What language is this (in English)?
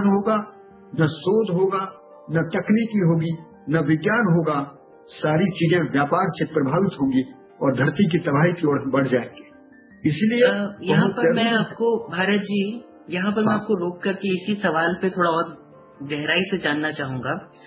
Hindi